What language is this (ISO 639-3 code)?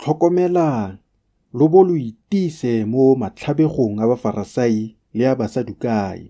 tsn